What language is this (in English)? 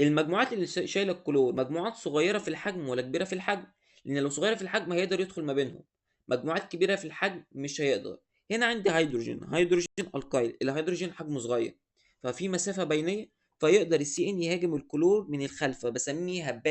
Egyptian Arabic